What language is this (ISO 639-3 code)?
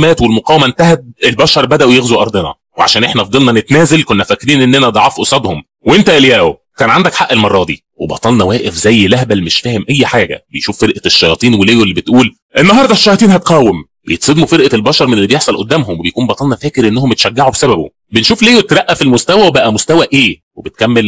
arz